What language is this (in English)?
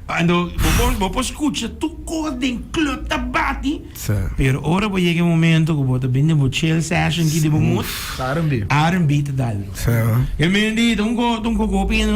Papiamento